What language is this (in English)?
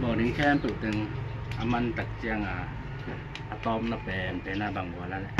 Tedim Chin